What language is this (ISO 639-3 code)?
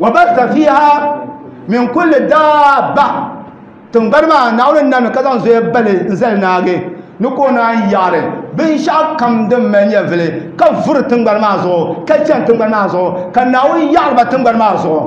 dag